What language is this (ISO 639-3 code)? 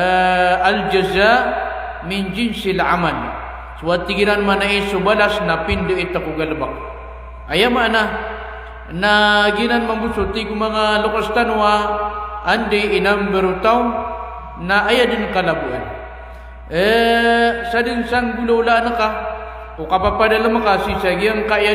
mrw